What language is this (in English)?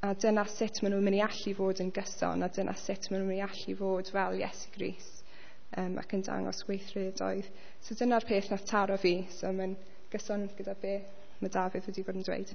Welsh